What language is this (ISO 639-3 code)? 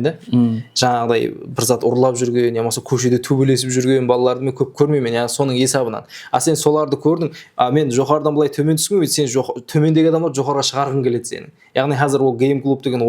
kaa